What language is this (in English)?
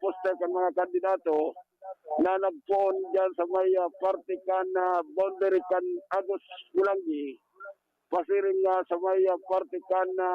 Bikol